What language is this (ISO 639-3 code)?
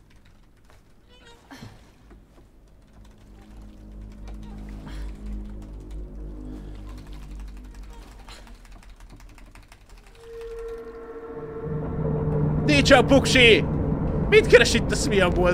hun